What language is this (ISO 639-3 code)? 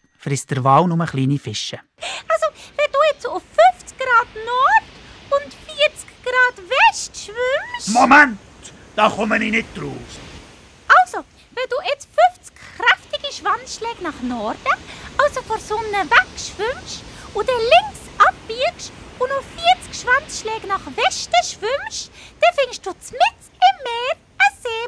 gsw